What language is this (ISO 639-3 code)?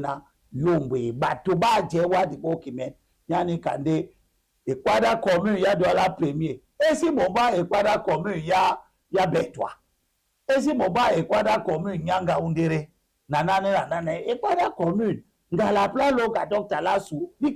dua